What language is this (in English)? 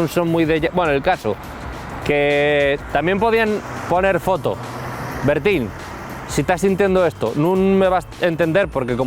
Asturian